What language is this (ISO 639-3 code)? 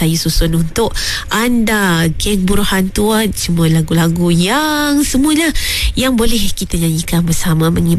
msa